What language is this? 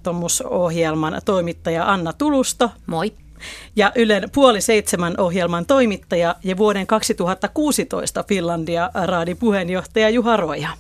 Finnish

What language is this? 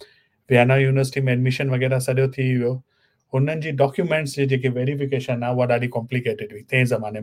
Sindhi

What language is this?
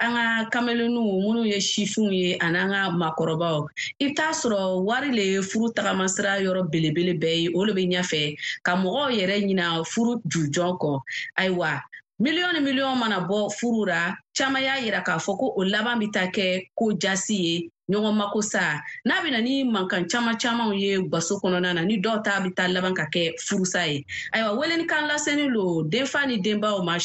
Bambara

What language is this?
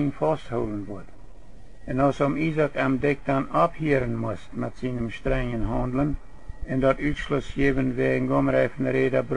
Plautdietsch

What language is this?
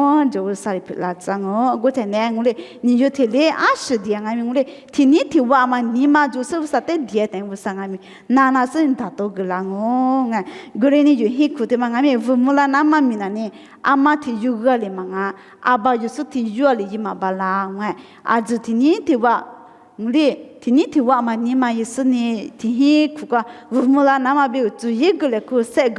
Lisu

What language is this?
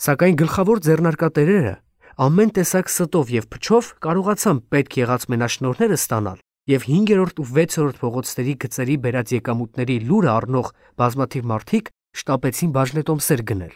Armenian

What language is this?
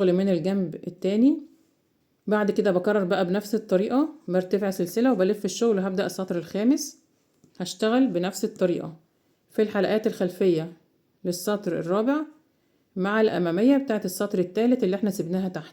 Egyptian Arabic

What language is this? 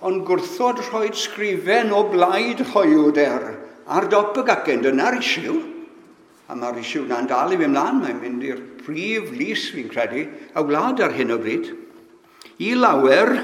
Welsh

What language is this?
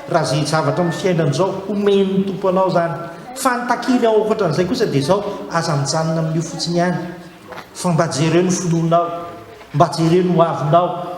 Malagasy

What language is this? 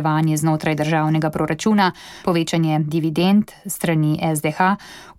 Slovenian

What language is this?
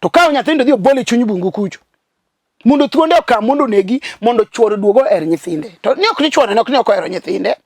Luo (Kenya and Tanzania)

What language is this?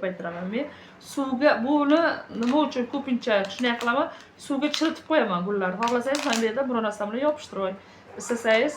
Uzbek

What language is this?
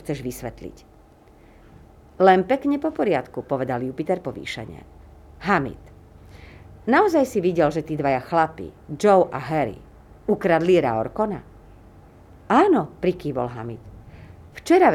Slovak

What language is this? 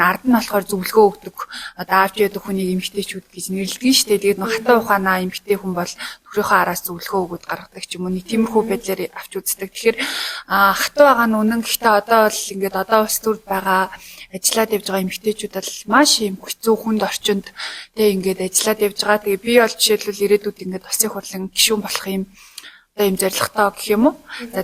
Mongolian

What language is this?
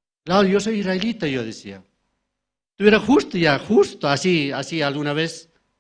Aymara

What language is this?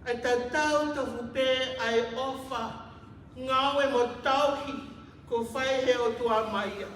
Tongan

